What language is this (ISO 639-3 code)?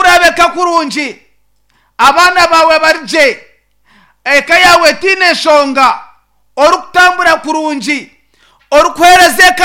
nyn